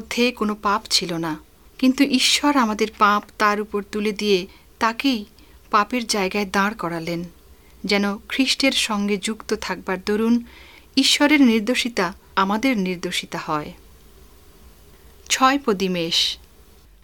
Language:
Bangla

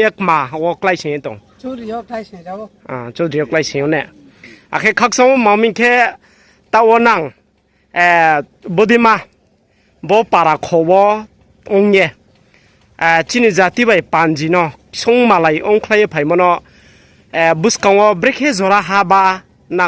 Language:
Riang (India)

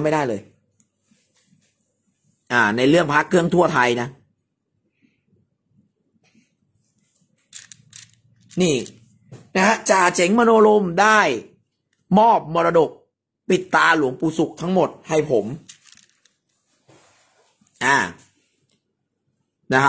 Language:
Thai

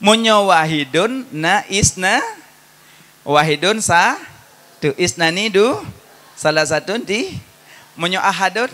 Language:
Achinese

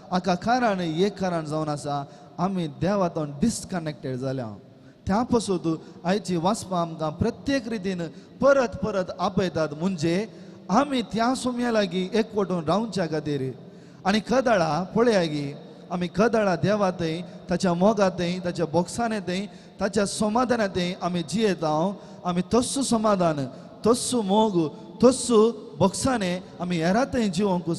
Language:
Konkani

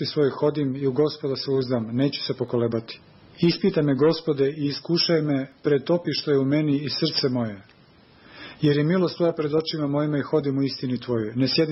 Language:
Serbian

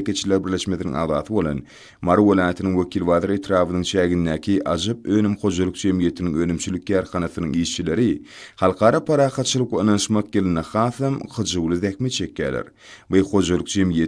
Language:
Turkmen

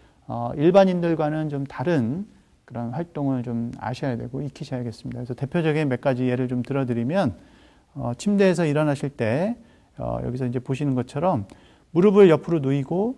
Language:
Korean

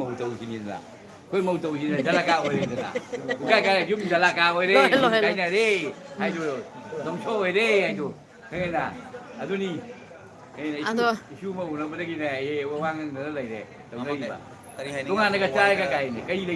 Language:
Manipuri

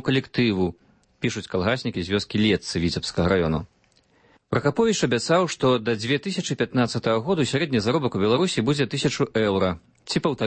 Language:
Belarusian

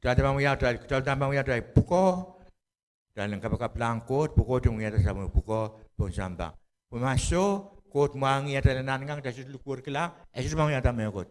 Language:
Pohnpeian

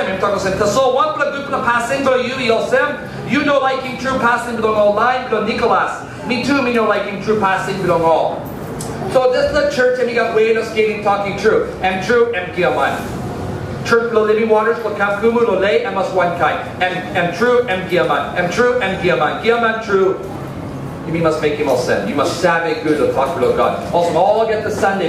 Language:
Tok Pisin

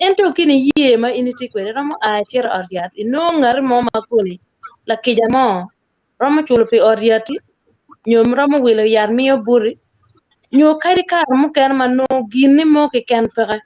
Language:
Acoli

